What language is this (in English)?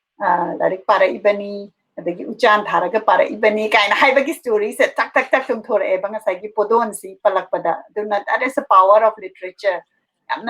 Manipuri